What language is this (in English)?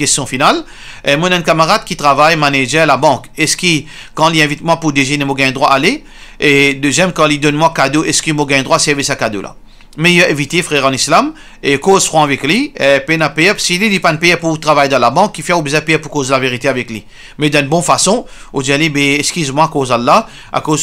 Morisyen